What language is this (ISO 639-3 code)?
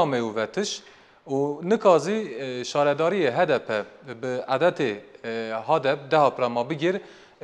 zza